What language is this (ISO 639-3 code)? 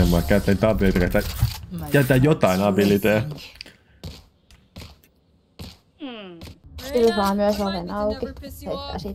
fin